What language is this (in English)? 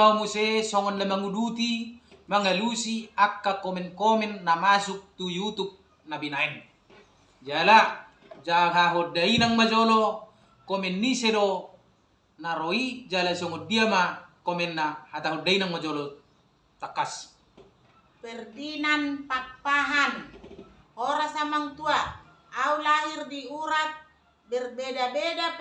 Batak Toba